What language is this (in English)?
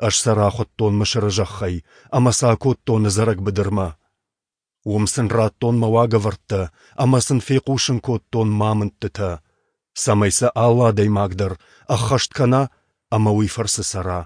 Ossetic